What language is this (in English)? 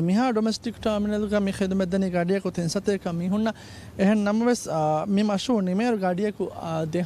Divehi